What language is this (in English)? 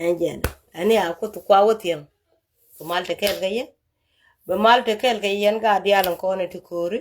Nuer